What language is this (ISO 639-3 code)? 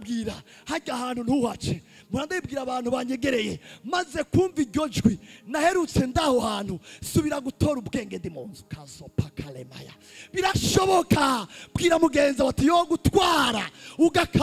run